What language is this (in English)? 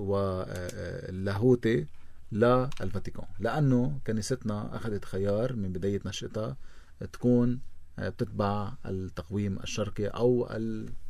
North Levantine Arabic